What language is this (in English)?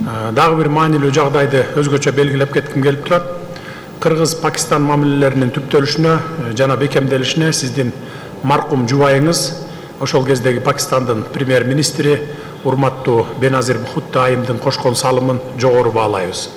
Kyrgyz